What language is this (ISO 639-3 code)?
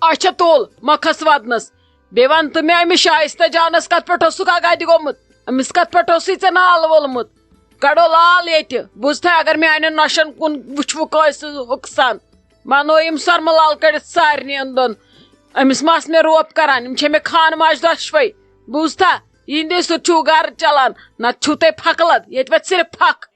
kas